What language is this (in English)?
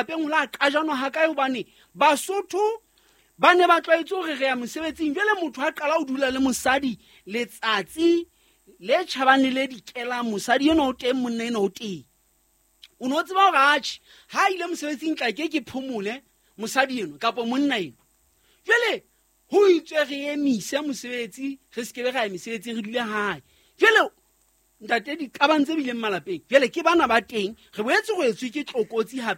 Southern Sotho